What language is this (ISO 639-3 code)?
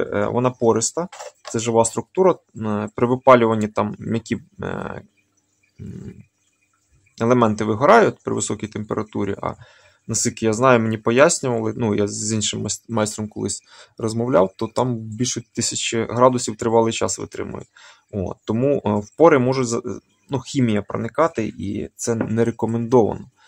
ukr